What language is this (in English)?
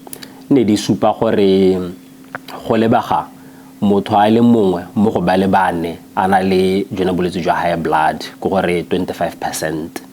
Tswana